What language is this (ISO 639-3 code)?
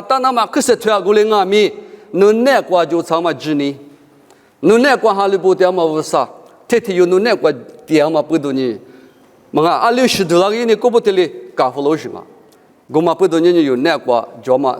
lis